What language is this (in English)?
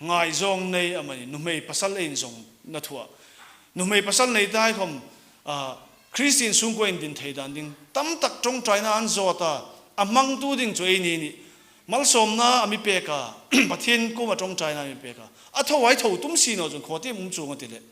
Hmar